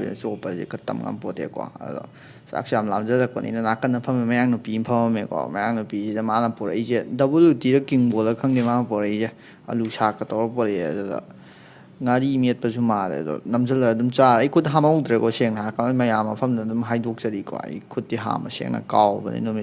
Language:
Manipuri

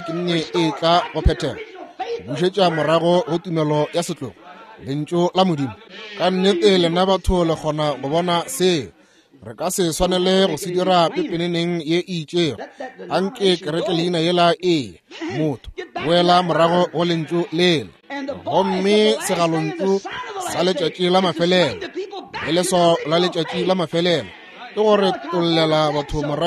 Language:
Northern Sotho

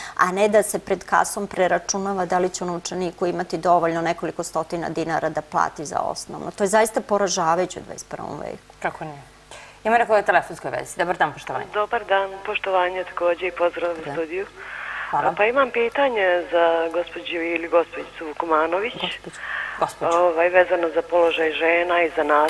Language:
Serbian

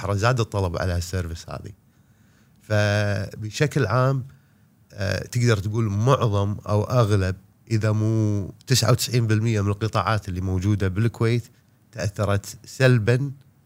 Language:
Gulf Arabic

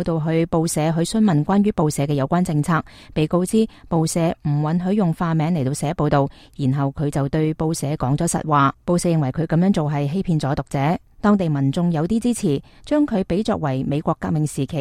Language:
Cantonese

